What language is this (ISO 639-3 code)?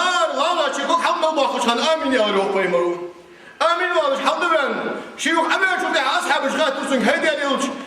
inh